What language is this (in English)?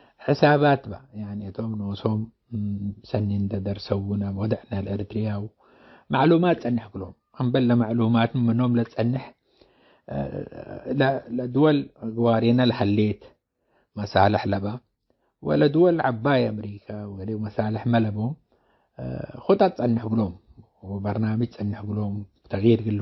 Tigre